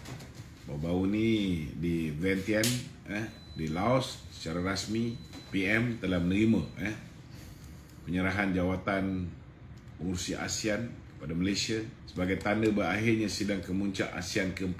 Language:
Malay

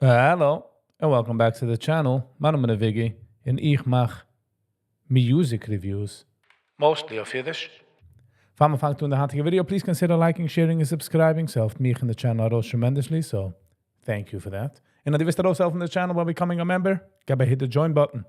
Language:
Yiddish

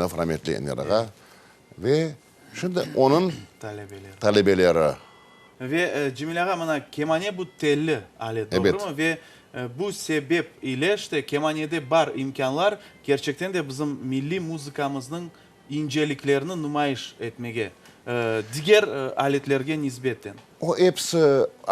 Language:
Crimean Tatar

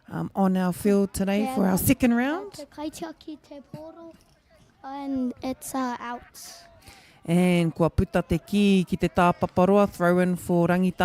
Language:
Māori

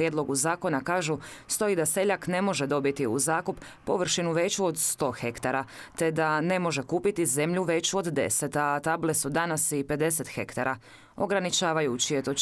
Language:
Croatian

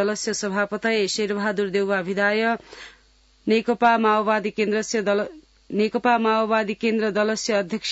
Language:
Sanskrit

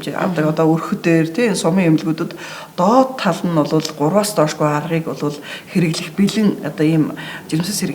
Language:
Mongolian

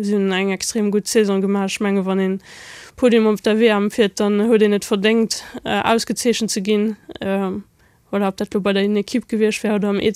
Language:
Luxembourgish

